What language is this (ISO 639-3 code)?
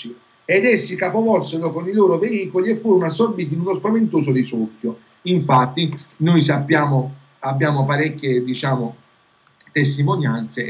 ita